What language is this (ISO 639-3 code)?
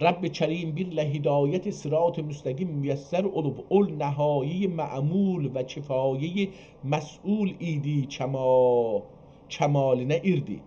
azb